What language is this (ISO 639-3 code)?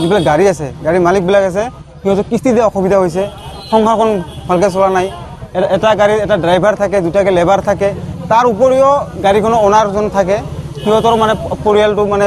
asm